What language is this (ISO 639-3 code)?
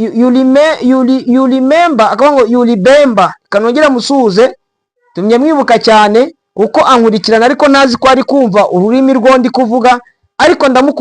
kin